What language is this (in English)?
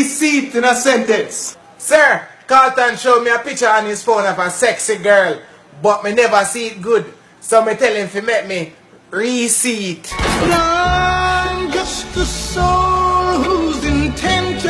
Jamaican Creole English